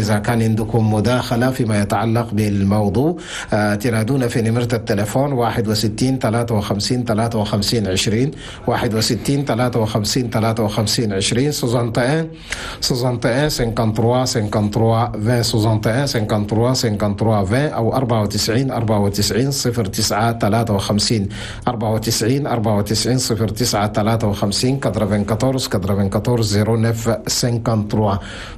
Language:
Chadian Arabic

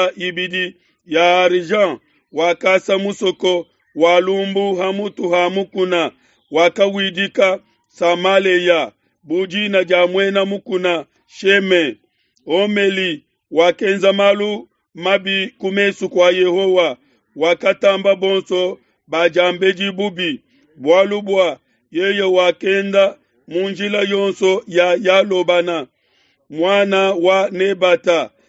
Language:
Luba-Lulua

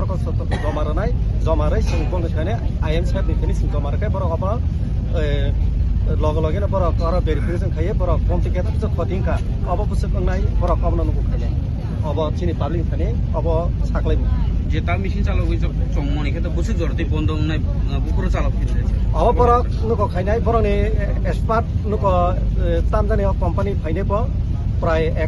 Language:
Riang (India)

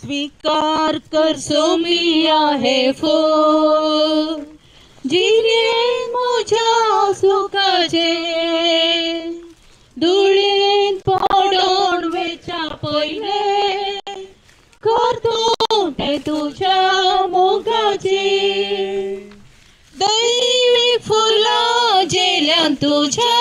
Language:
Konkani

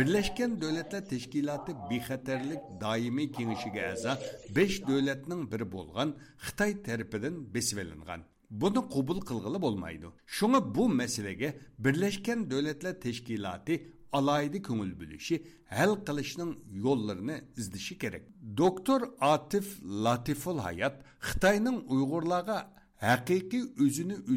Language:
Uyghur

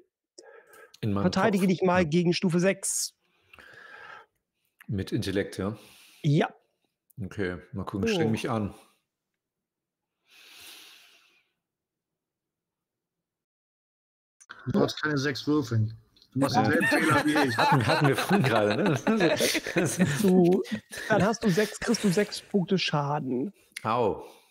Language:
German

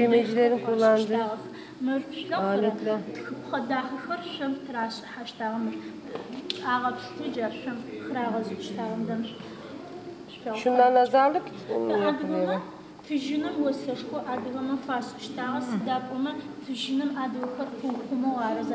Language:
Adyghe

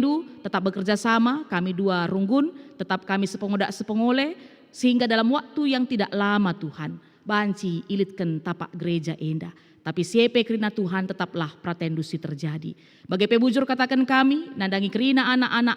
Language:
Batak Karo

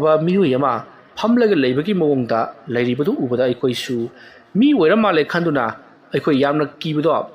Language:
Manipuri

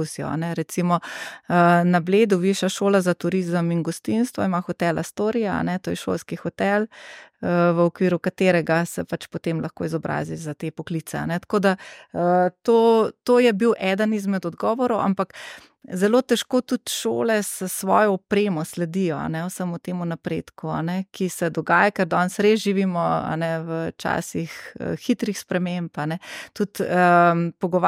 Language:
Slovenian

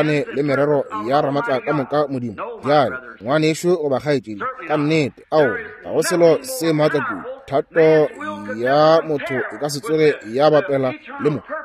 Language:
Northern Sotho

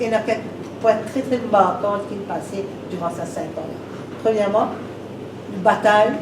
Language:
Morisyen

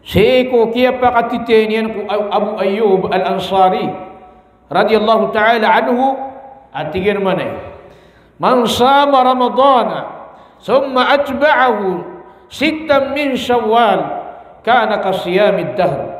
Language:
Maranao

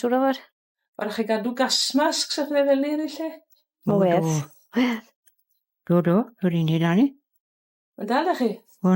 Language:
Welsh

